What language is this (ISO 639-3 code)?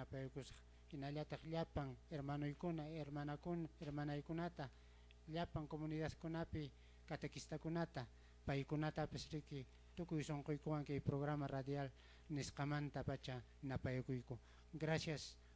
que